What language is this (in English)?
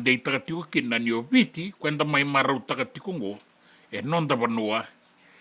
Fijian